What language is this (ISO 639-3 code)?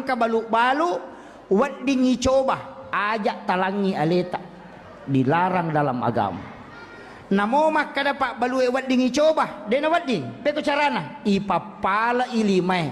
bug